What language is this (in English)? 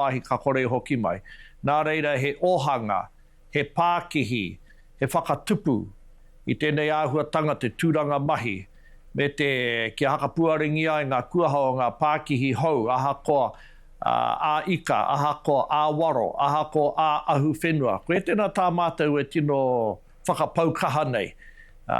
Māori